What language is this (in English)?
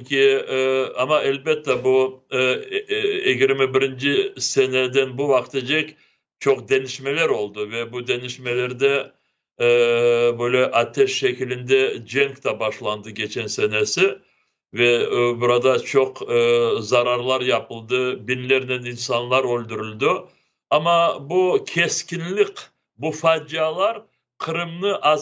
Crimean Tatar